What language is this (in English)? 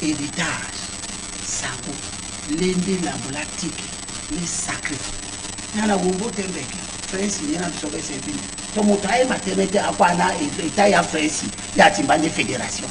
Duala